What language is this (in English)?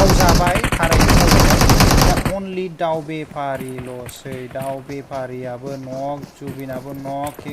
Bodo